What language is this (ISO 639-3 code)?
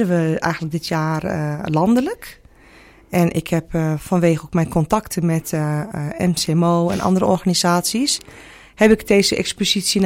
nld